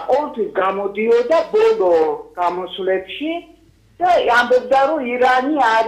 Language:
Georgian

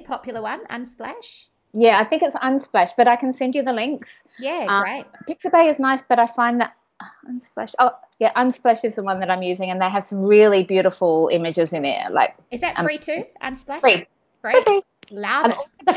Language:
English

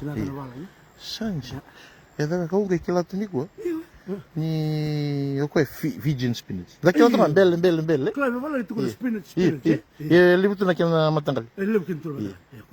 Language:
Fijian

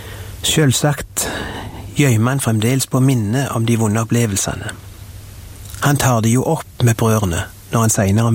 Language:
Norwegian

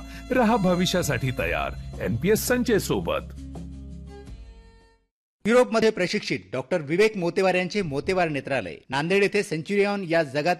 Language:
Marathi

